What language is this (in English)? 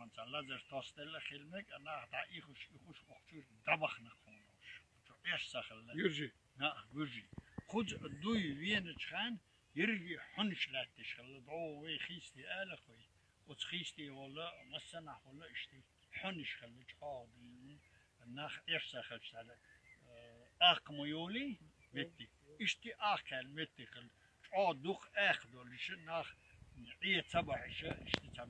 Chechen